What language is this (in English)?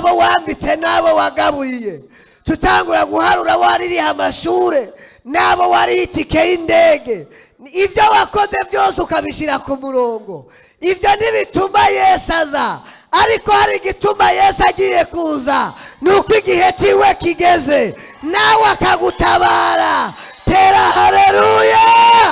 Rundi